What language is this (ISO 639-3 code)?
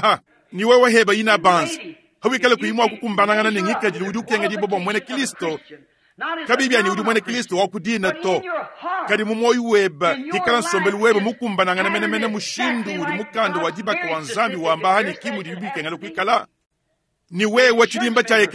lua